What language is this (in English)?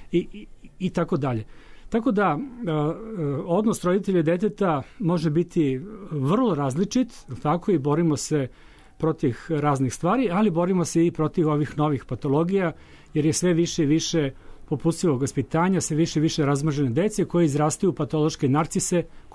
Serbian